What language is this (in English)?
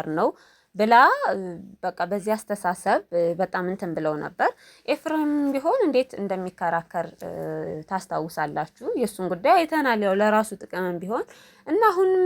Amharic